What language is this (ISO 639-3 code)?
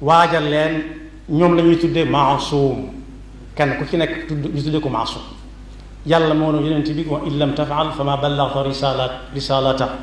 wol